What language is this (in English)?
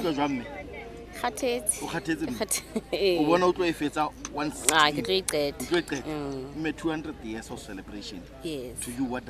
Southern Sotho